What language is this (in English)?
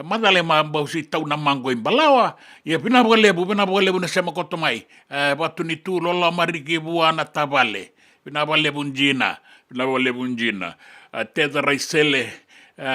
Fijian